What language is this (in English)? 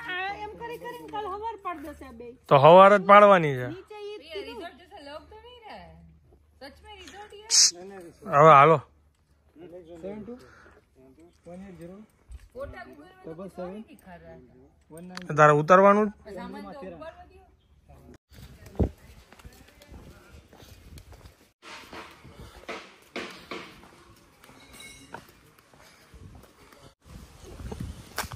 Gujarati